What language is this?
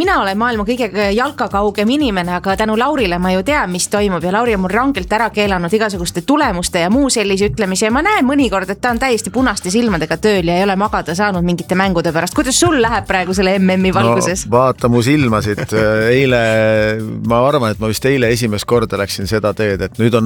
Estonian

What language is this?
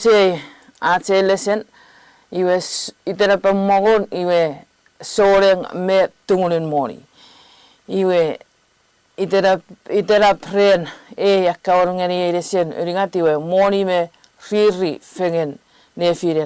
Chuukese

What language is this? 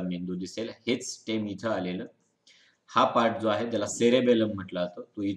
Marathi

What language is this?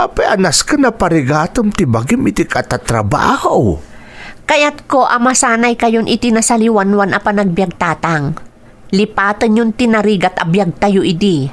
Iloko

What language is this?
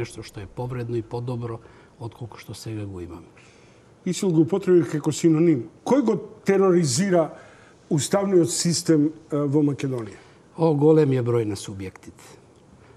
Macedonian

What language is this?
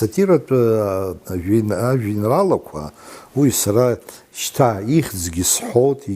Abkhazian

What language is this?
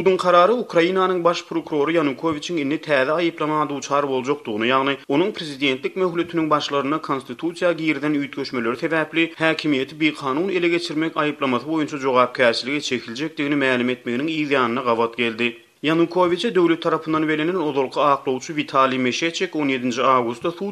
Turkmen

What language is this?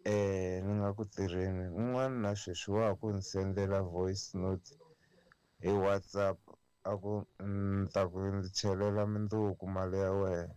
Tsonga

